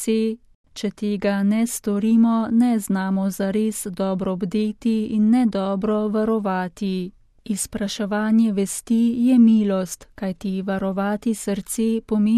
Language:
Slovenian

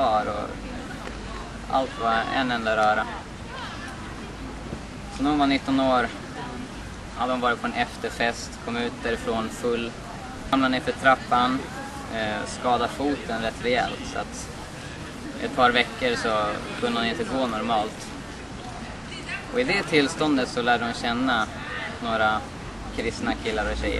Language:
Swedish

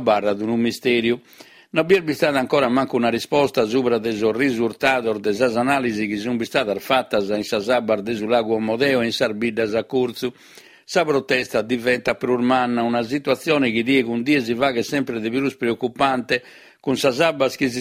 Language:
Sardinian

